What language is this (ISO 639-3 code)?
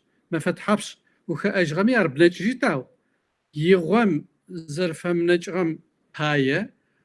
kbd